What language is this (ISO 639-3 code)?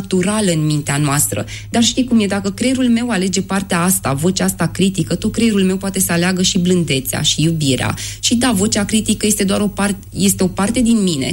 ron